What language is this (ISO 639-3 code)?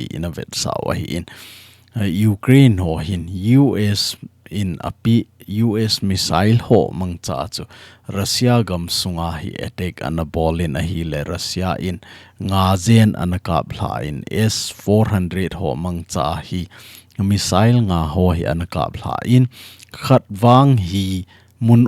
tcz